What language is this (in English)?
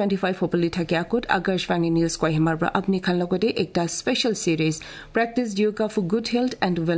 Kok Borok